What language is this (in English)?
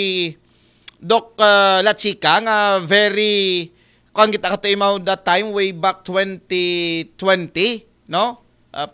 Aklanon